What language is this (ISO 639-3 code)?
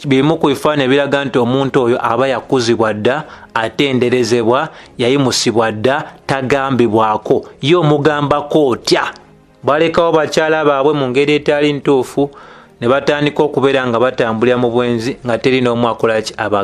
lug